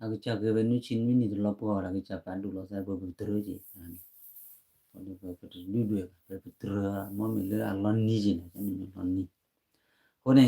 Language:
S'gaw Karen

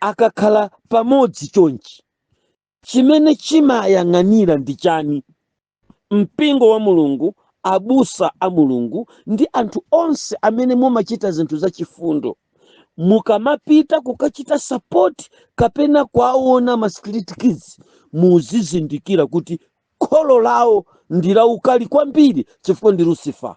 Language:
Nyanja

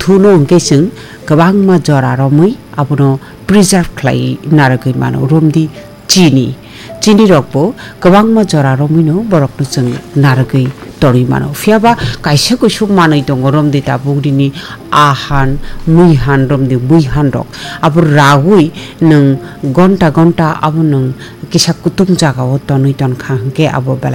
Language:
Kok Borok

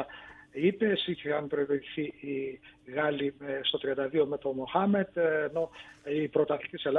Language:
Greek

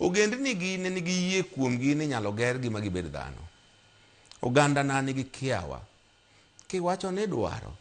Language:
Luo (Kenya and Tanzania)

